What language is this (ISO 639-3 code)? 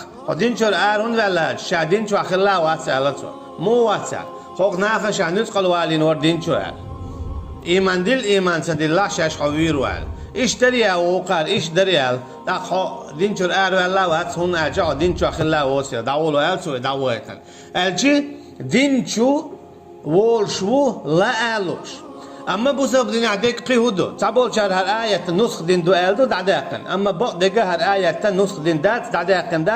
che